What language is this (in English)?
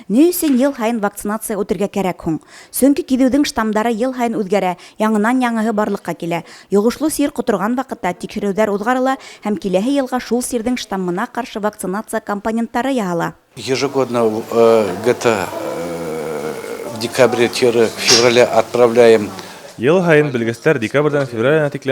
Bashkir